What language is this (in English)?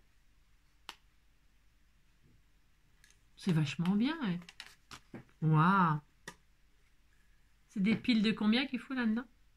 French